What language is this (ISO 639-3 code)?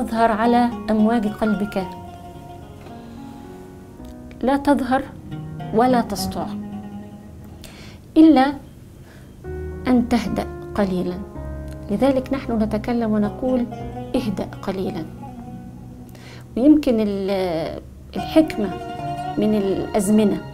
ara